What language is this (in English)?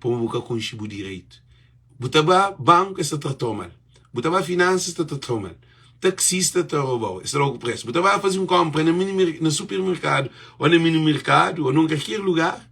Kabuverdianu